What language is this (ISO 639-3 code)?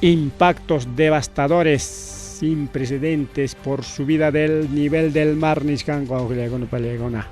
quy